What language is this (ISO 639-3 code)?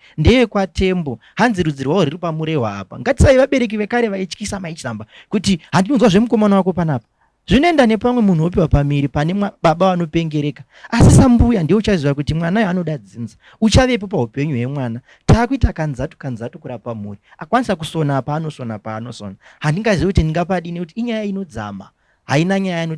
sna